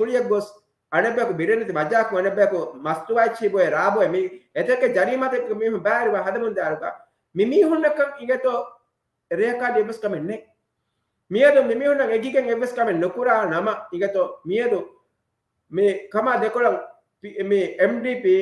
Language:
Divehi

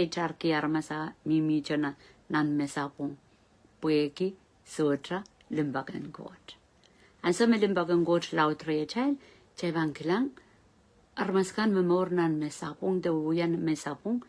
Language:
Pohnpeian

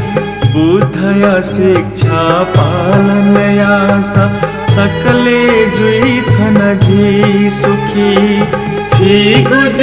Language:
Newari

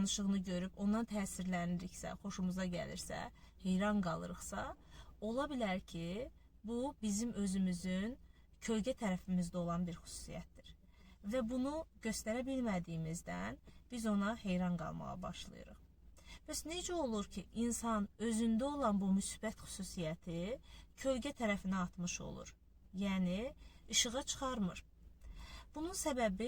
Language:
Azerbaijani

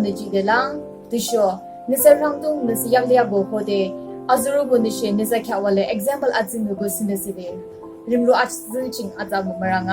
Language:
Yimchungru Naga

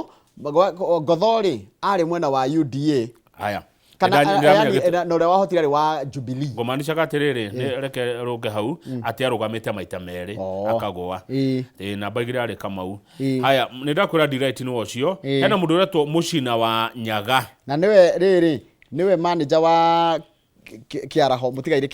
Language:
Kikuyu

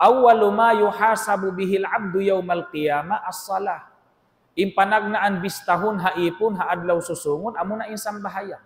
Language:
Tausug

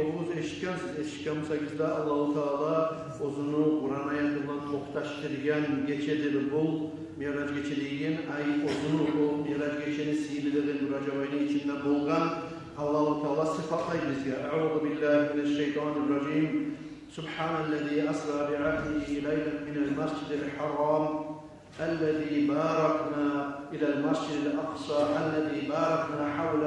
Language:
Kumyk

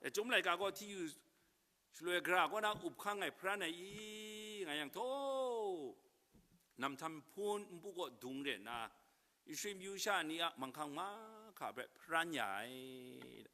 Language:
Kachin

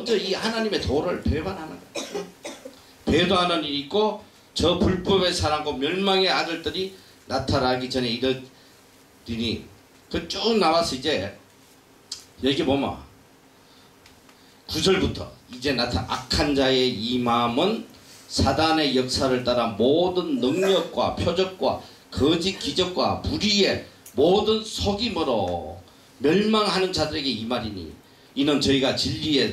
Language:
Korean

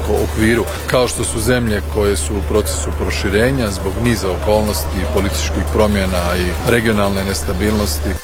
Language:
Croatian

